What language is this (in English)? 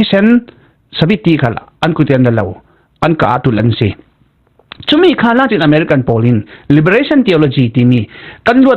Falam Chin